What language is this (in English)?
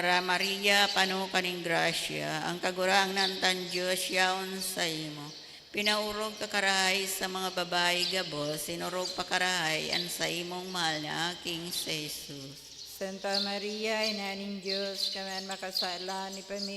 Bikol